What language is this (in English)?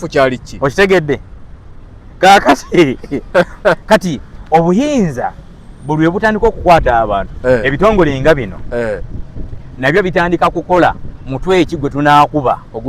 Ganda